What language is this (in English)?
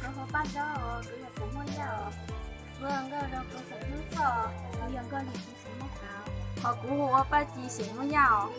Hmong